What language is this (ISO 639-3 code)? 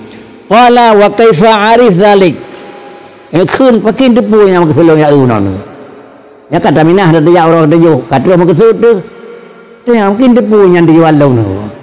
ace